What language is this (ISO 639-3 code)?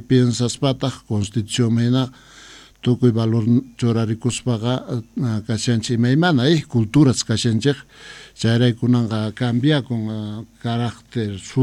que